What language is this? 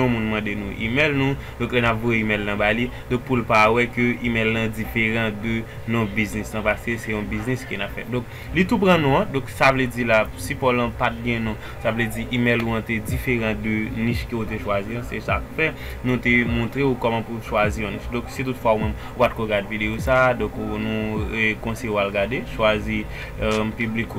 Haitian Creole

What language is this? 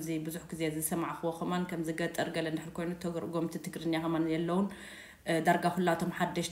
Tigrinya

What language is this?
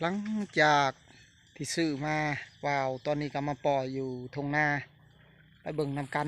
Lao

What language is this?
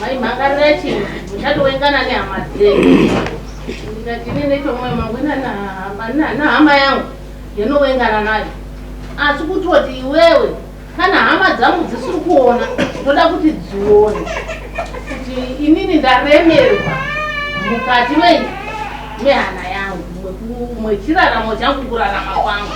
Shona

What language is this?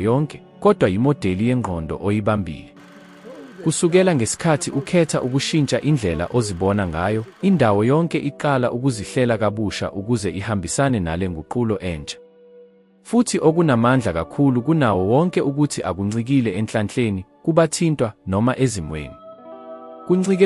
Zulu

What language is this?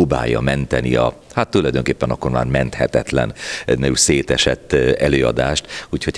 Hungarian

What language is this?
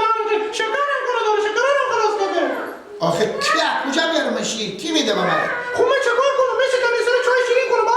Persian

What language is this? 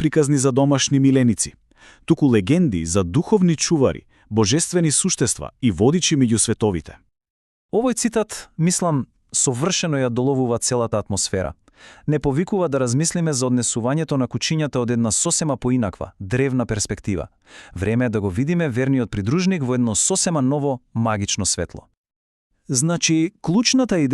Macedonian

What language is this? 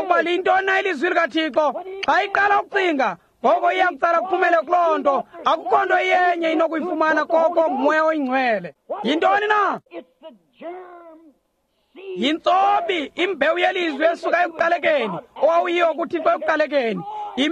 Xhosa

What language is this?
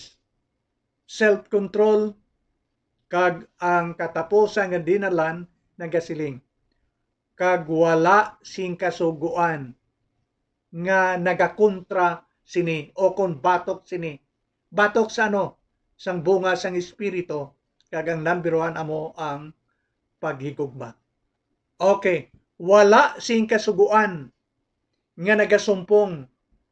Hiligaynon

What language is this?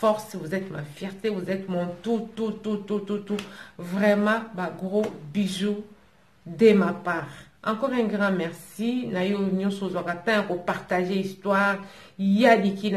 Lingala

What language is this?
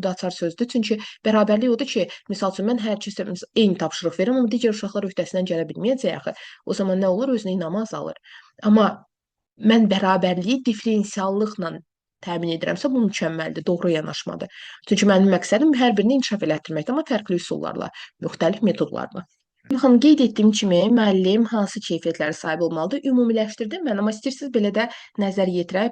Azerbaijani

